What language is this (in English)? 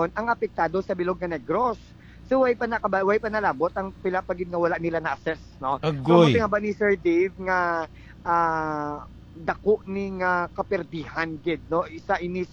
Hiligaynon